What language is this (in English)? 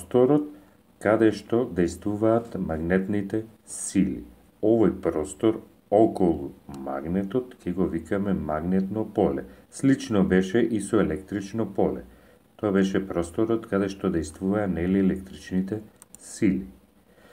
Macedonian